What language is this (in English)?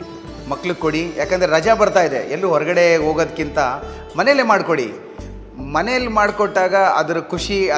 Kannada